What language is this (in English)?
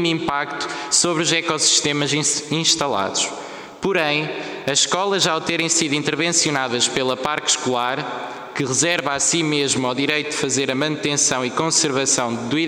Portuguese